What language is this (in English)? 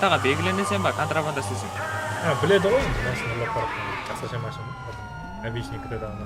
Kara-Kalpak